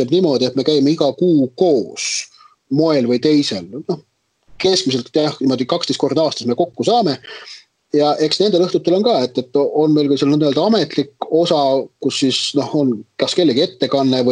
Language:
Estonian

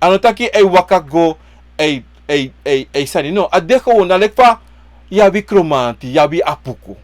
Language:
Sranan Tongo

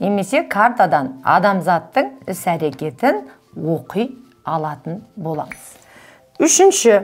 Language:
Kazakh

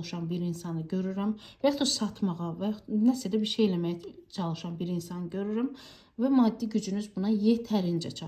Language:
Azerbaijani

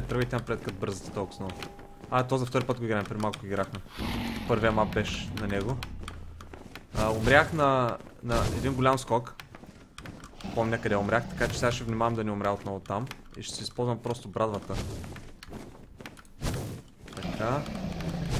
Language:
Bulgarian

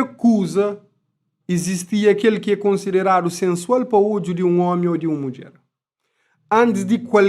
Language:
Kabuverdianu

